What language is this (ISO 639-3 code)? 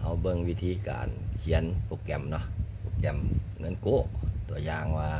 lao